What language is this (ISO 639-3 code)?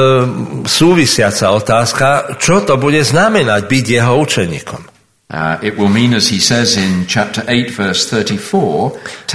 slk